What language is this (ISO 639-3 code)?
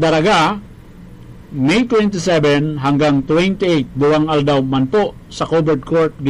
bik